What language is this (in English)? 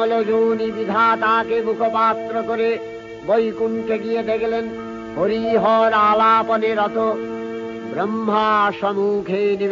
Bangla